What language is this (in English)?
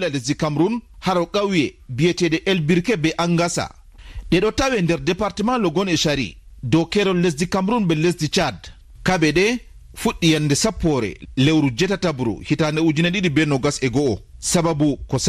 Fula